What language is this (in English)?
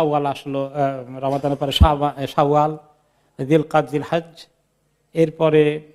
Bangla